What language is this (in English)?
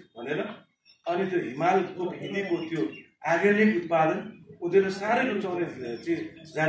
Nepali